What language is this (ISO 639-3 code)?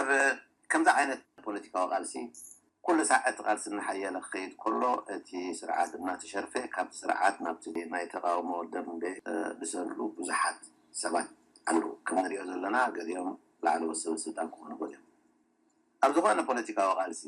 tir